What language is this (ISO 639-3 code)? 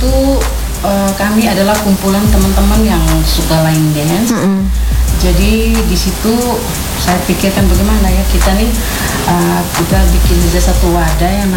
ind